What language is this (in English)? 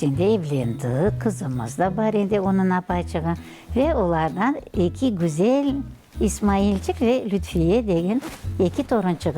Crimean Tatar